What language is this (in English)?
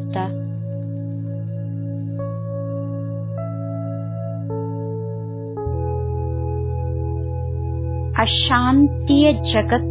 Kannada